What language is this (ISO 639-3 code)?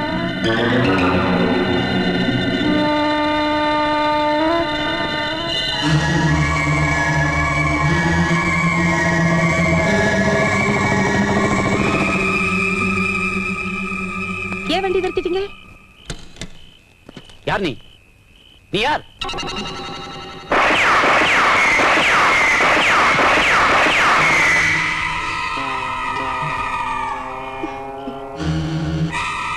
tam